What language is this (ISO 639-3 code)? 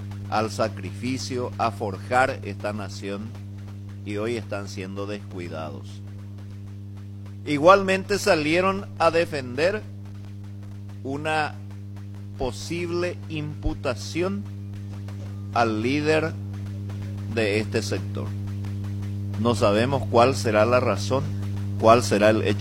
spa